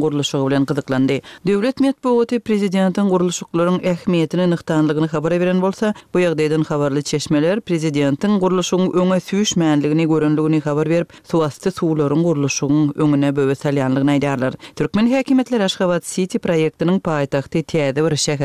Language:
Turkmen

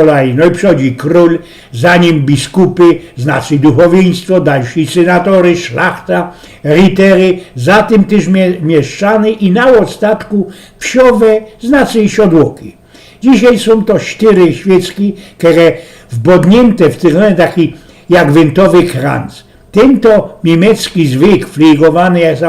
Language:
Silesian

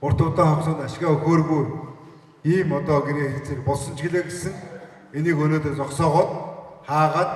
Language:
Mongolian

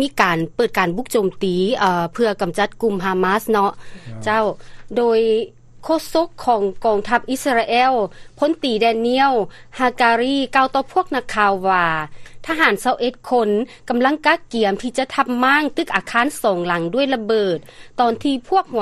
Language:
Lao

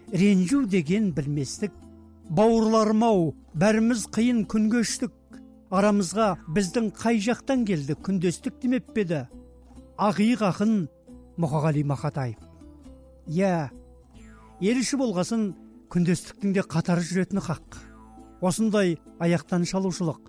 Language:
Kazakh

